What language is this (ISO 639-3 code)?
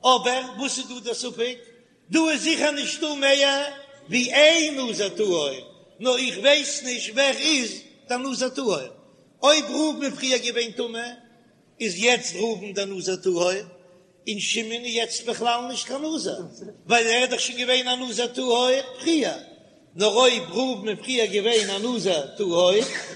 yid